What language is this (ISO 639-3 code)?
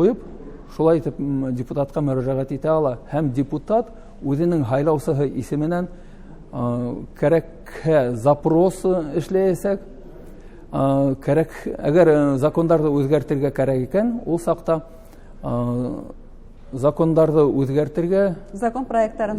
bak